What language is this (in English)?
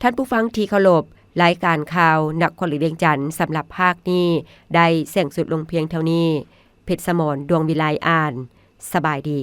Lao